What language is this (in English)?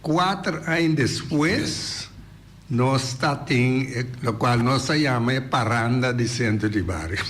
Papiamento